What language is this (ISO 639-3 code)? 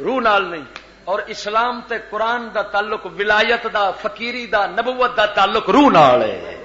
lah